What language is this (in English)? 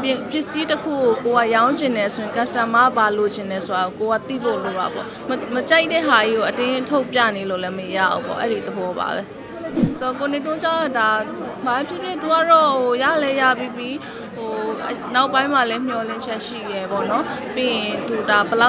Burmese